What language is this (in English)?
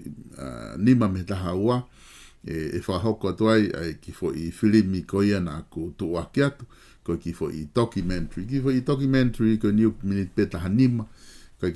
Tongan